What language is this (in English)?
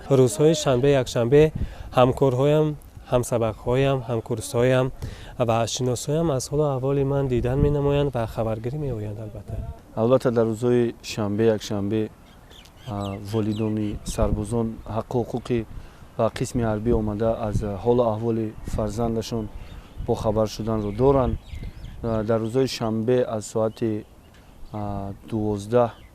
Tajik